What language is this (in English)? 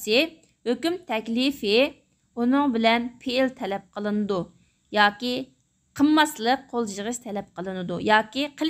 Uyghur